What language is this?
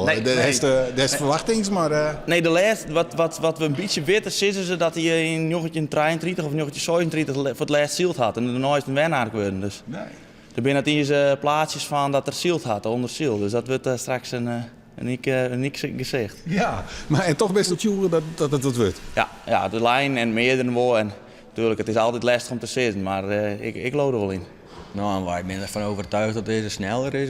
Western Frisian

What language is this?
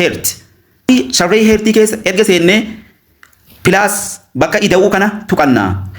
Oromo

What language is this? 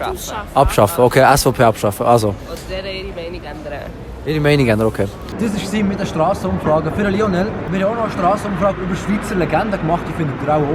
Swiss German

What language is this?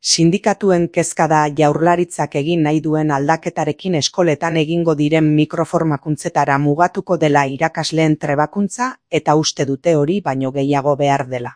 Basque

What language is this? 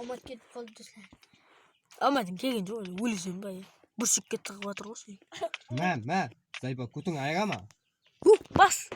Kara-Kalpak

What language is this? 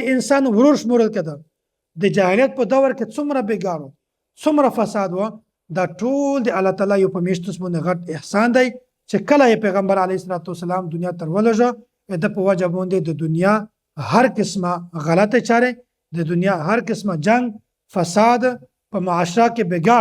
Pashto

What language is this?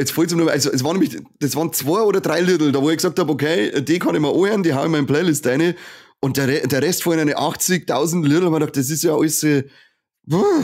Bavarian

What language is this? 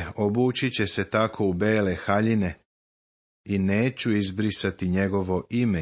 Serbian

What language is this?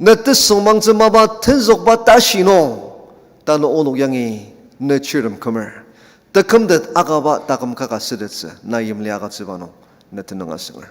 Ao Naga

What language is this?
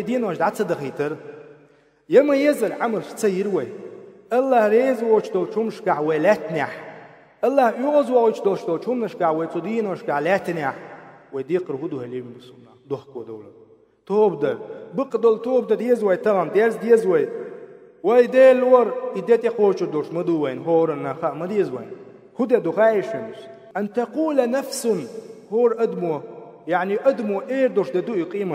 Chechen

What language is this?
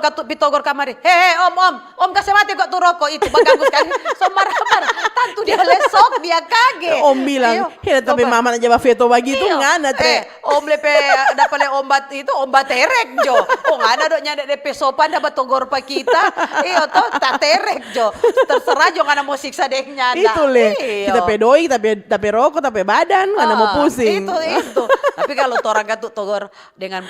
Manado Malay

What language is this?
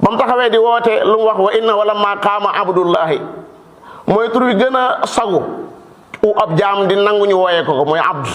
Wolof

